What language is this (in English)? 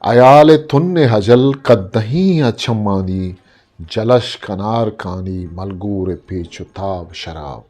Eastern Balochi